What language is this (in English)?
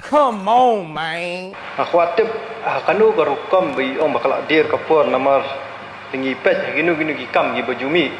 Khasi